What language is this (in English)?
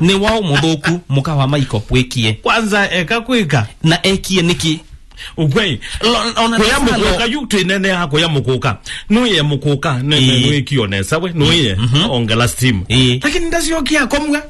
Kamba